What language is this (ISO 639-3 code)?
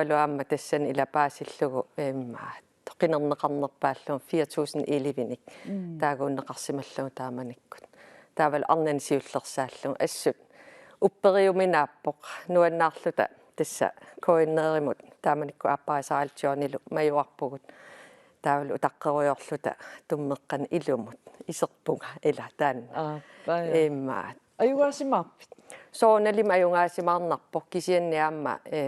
kal